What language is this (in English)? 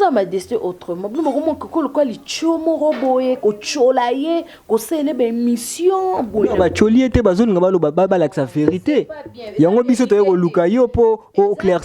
Lingala